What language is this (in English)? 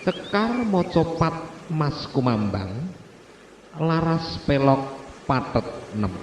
Javanese